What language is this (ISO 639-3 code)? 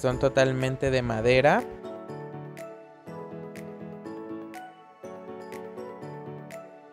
spa